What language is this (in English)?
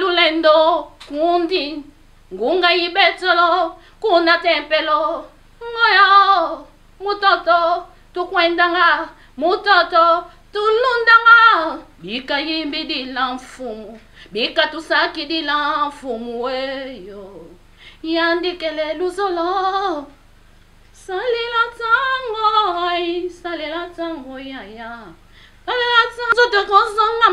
Lingala